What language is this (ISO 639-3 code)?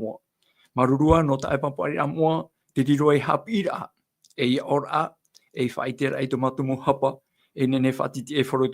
tah